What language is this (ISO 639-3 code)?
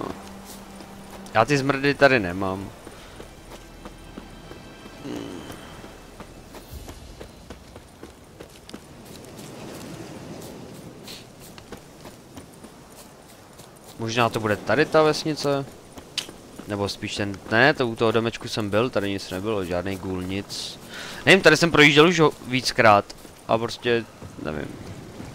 ces